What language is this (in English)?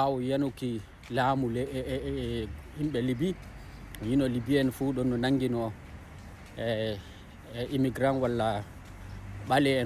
Fula